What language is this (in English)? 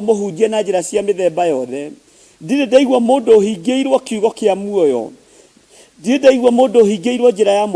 Kikuyu